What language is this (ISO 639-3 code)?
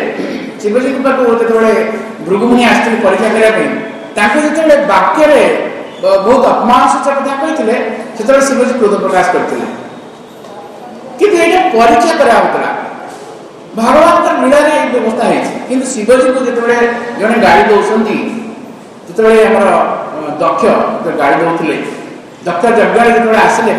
ori